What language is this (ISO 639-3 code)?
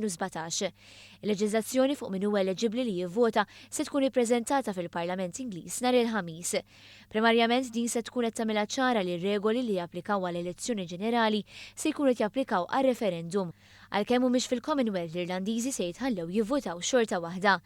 mlt